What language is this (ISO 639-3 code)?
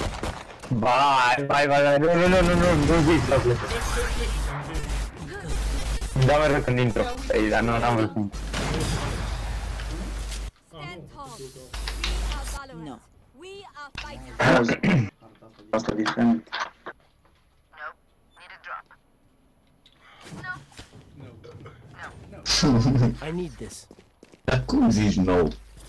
ron